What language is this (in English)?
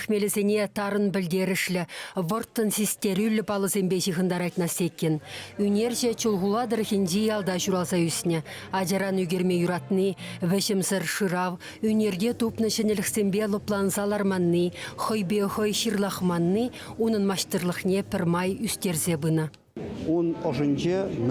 Chuvash